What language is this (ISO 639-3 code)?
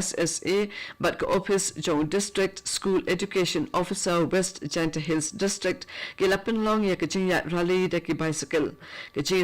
kha